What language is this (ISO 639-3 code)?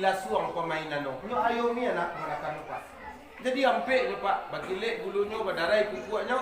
min